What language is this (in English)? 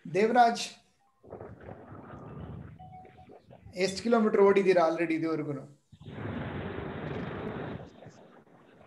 Kannada